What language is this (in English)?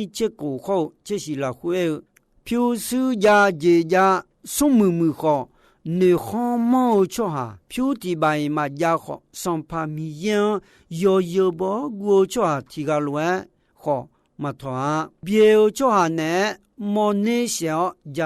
Akha